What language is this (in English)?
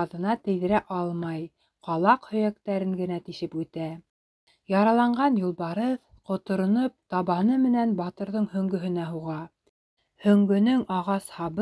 Bashkir